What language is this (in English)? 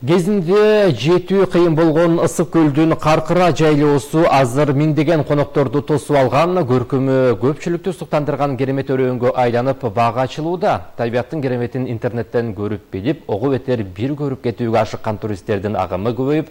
Kyrgyz